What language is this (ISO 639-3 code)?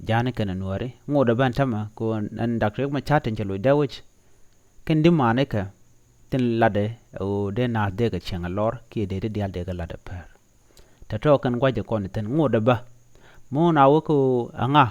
nus